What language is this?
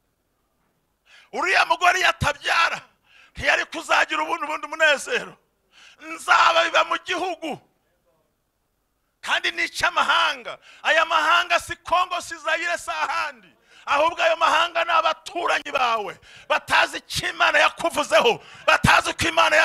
Kinyarwanda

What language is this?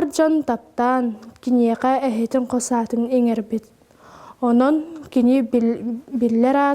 Yakut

